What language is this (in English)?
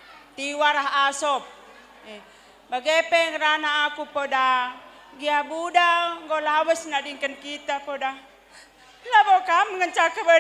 Batak Karo